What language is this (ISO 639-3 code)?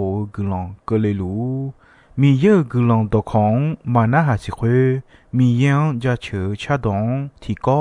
ahk